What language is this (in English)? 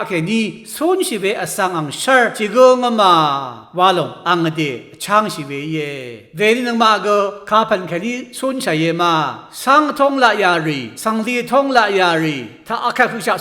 Rawang